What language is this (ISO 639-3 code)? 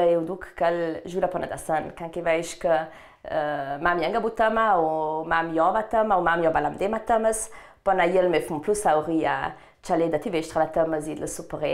lld